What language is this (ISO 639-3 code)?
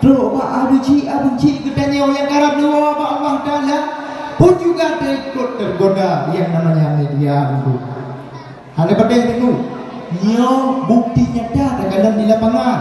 ace